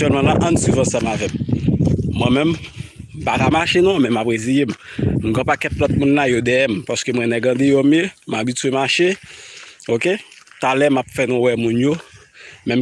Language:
Haitian Creole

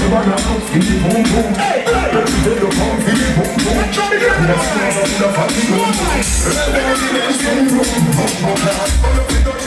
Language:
Jamaican Creole English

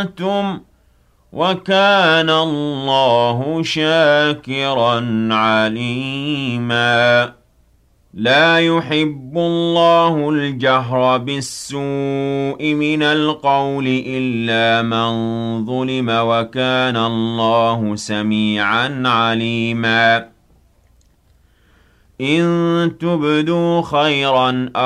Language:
Arabic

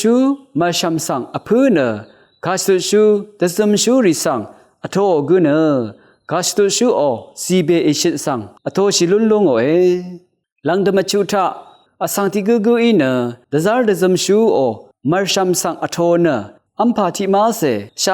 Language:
Rawang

